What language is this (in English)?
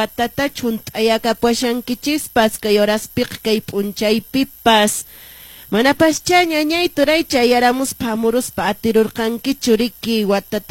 Quechua